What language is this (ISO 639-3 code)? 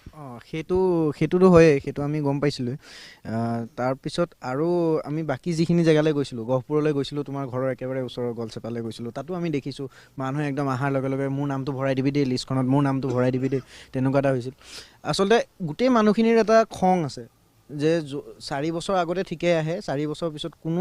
asm